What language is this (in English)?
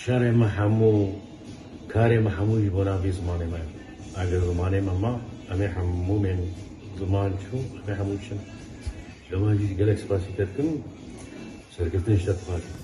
Kurdish